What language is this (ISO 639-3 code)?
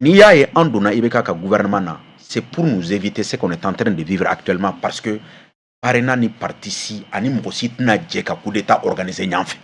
bam